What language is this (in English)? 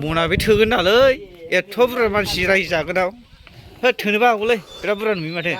Bodo